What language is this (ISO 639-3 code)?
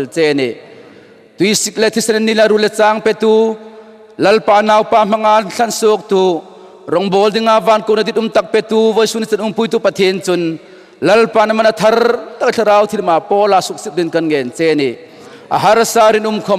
hmr